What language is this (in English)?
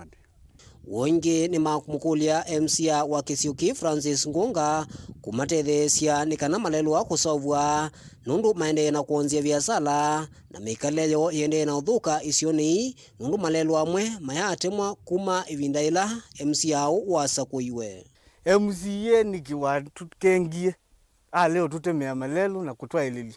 Kamba